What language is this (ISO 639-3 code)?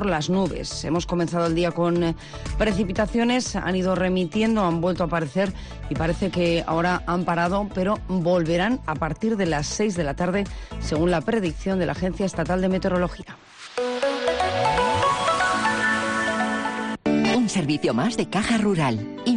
spa